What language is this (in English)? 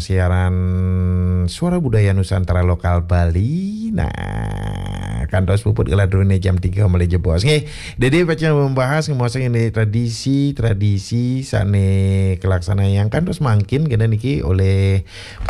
Balinese